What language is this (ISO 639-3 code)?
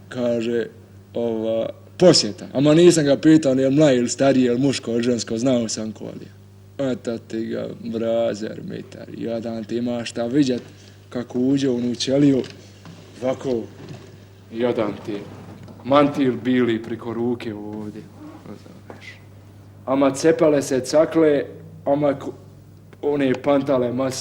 bos